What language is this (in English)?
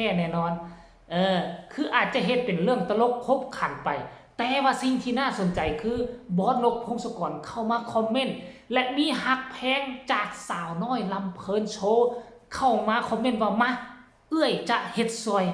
Northeastern Thai